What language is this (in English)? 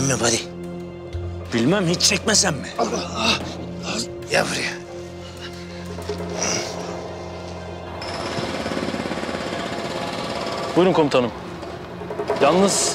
Turkish